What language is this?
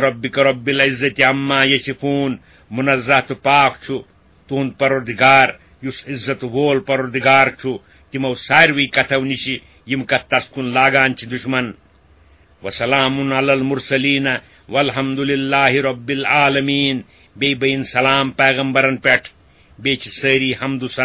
Kashmiri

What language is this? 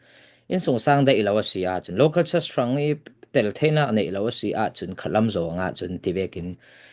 Falam Chin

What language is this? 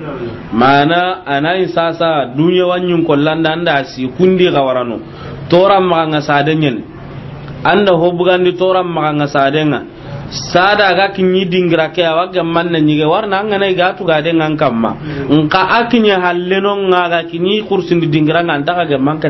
Soninke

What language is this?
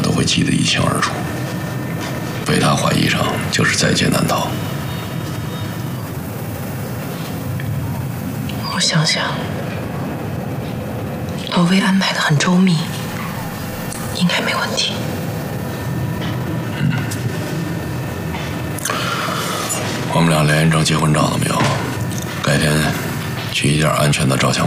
Chinese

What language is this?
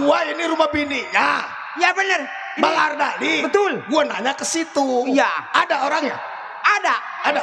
Betawi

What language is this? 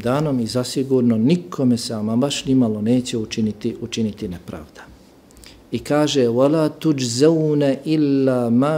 Bosnian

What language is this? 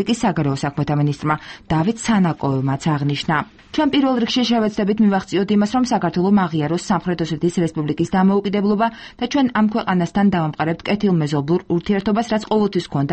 Georgian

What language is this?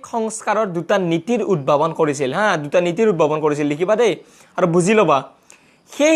Assamese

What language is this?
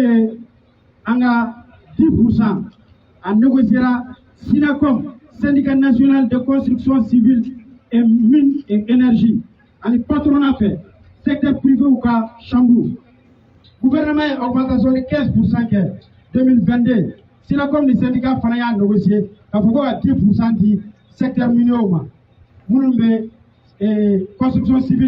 Bambara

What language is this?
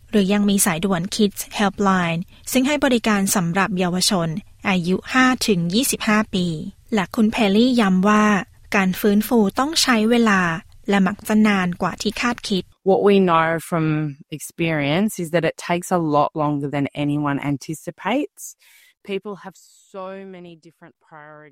Thai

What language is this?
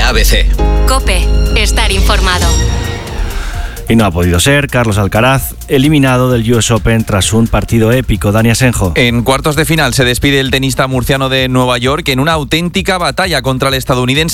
Spanish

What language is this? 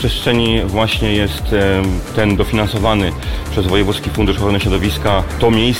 Polish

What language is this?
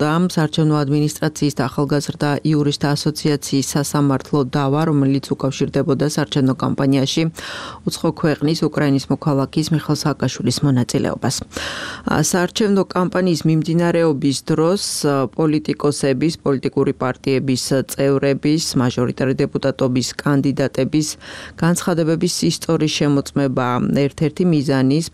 Georgian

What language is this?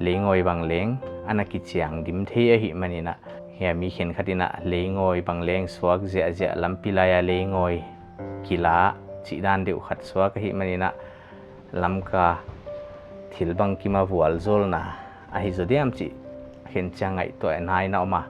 Paite Chin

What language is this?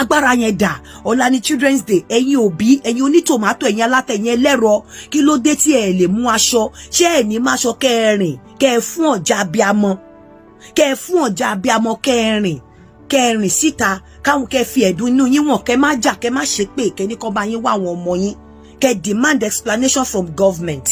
Yoruba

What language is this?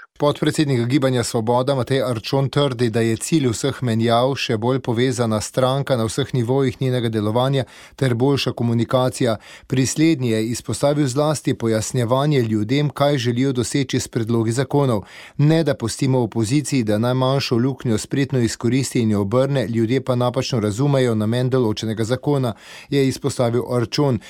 Slovenian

